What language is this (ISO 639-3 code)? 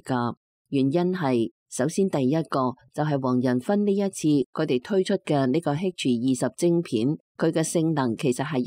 yue